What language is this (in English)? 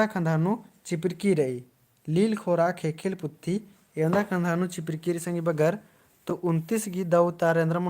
Kurukh